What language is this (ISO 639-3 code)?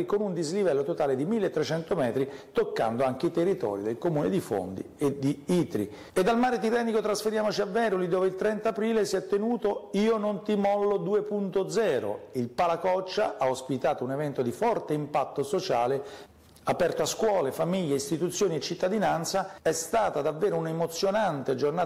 ita